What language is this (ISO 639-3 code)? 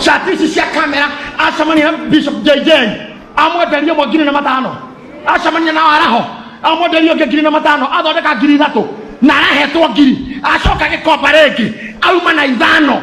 kik